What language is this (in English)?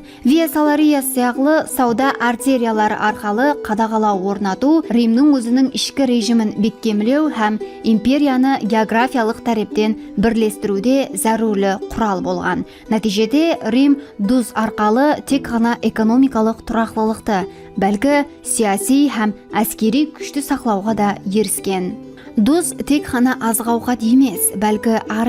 Kara-Kalpak